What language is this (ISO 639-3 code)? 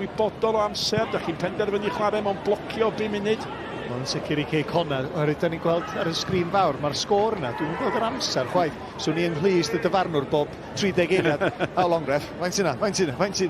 cym